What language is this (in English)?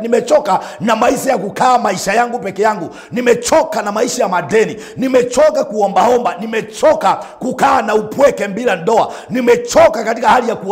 Swahili